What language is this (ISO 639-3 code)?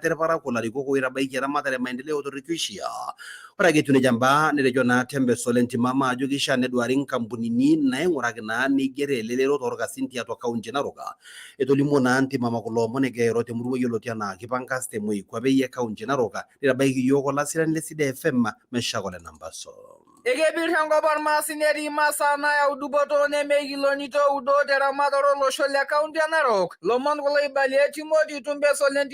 mas